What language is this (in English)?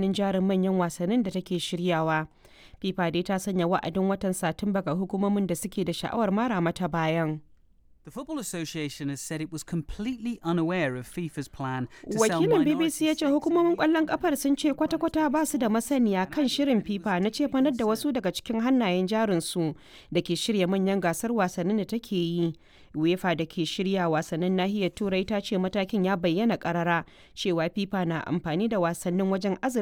Hausa